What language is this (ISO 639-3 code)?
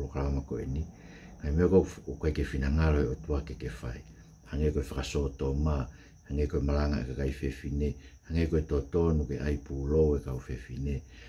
ton